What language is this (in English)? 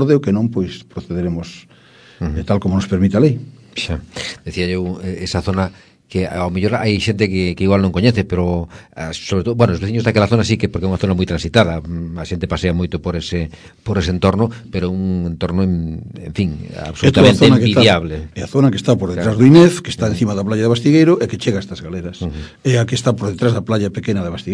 Galician